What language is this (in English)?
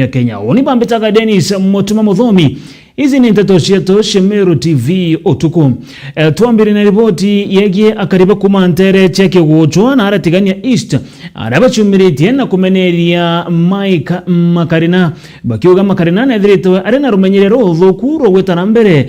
Meru